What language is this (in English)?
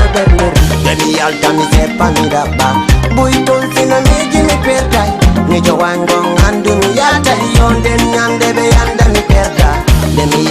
Fula